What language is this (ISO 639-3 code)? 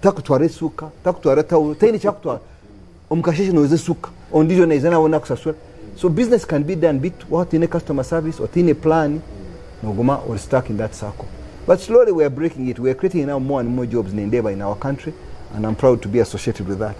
nyn